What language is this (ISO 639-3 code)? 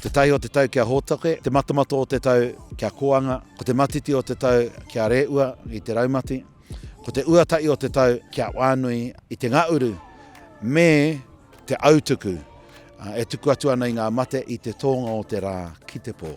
mri